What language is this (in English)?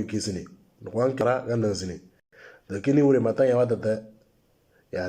Moro